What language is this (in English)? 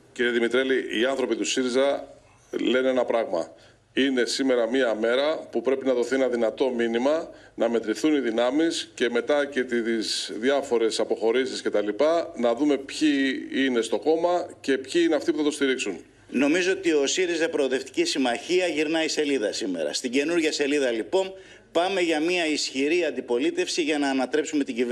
Greek